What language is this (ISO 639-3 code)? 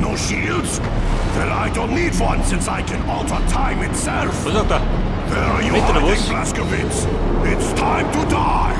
bar